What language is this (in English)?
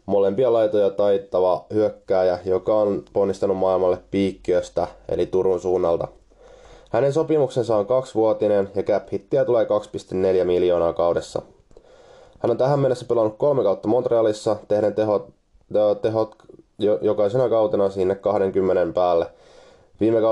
Finnish